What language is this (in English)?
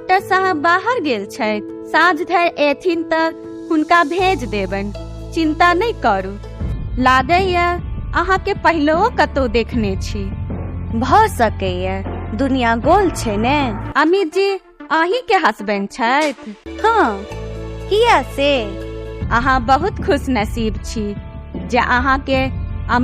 Maithili